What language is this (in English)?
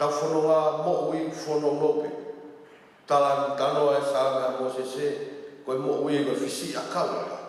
Tongan